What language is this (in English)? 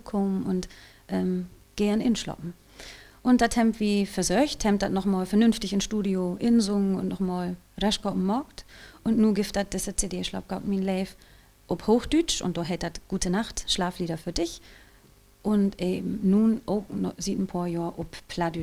Low German